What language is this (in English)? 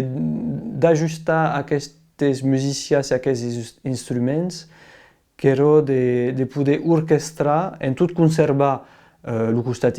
Occitan